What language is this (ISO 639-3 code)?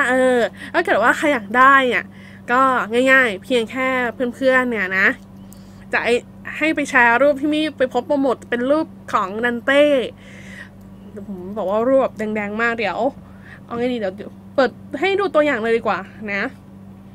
tha